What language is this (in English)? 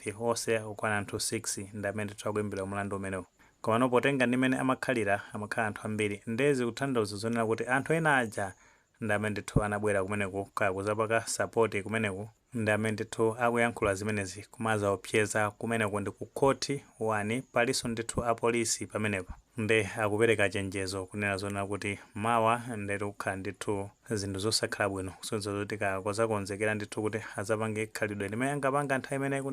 Nyanja